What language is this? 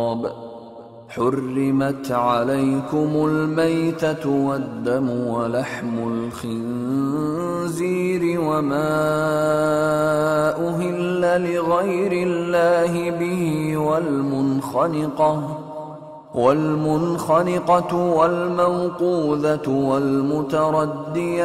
Arabic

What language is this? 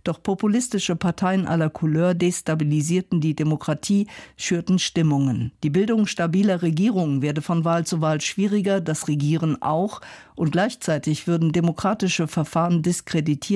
German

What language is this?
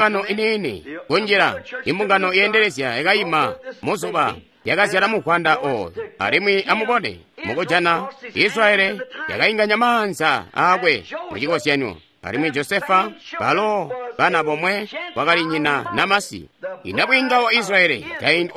Tonga (Zambia)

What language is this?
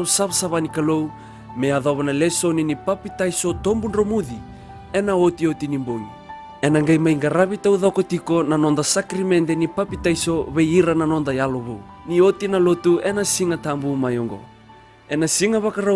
Fijian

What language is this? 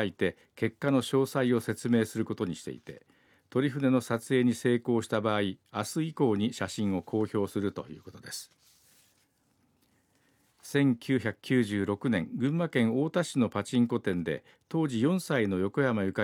Japanese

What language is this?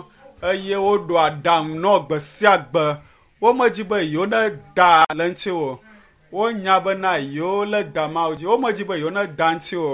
Ewe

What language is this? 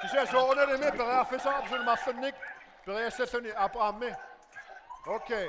Kalaallisut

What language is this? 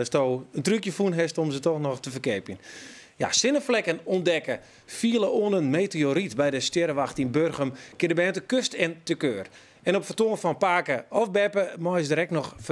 Western Frisian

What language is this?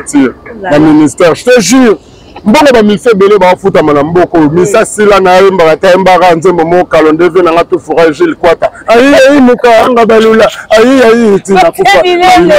Lingala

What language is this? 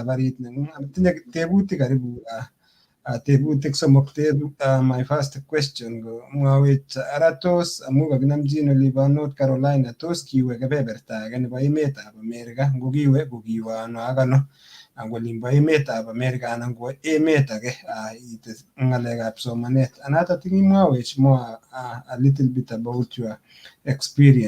Kalenjin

